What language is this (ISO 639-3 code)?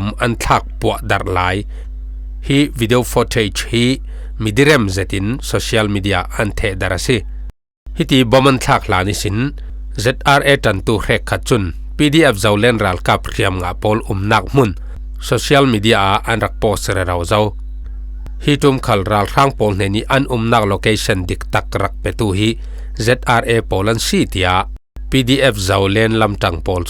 cfm